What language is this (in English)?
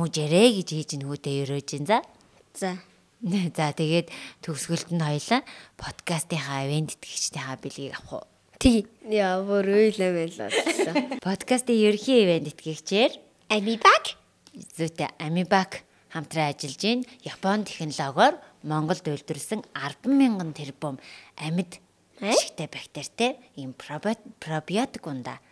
Mongolian